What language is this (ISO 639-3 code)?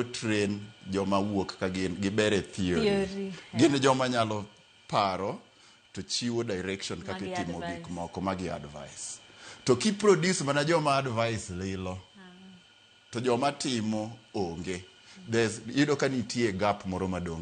luo